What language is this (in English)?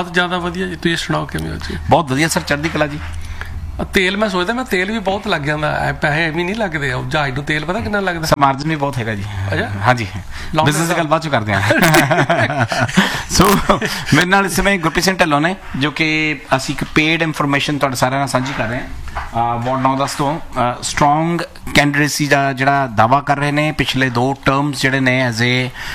Punjabi